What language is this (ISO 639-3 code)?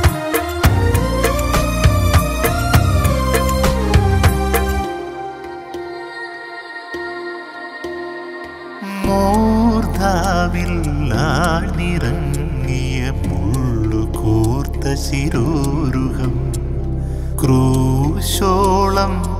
mal